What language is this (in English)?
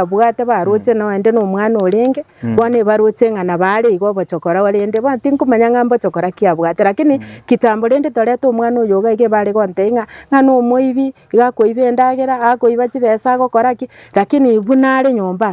Gusii